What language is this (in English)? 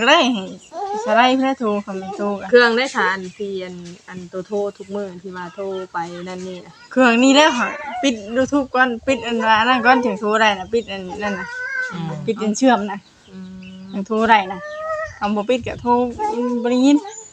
Northeastern Thai